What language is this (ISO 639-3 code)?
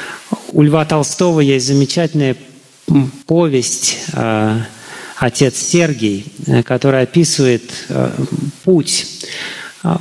rus